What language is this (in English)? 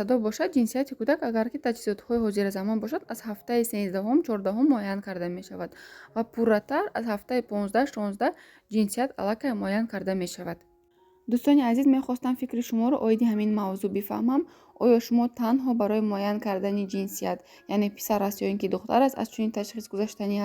Tajik